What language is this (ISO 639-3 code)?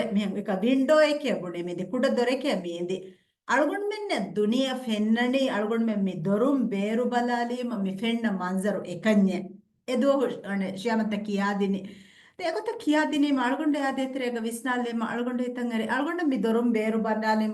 div